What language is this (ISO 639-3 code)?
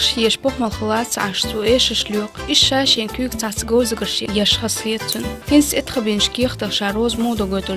che